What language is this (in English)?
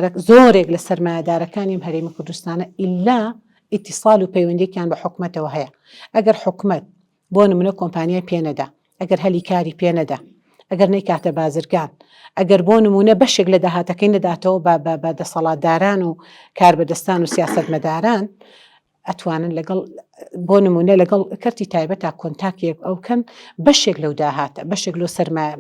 Central Kurdish